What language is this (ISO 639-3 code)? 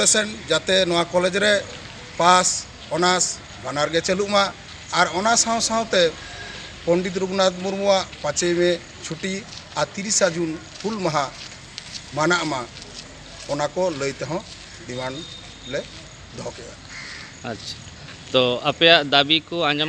sat